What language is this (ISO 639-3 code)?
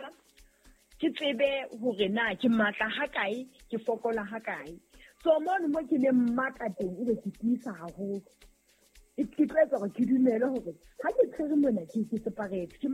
sot